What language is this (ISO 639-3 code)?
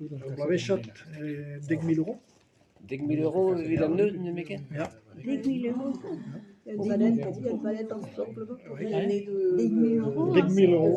bre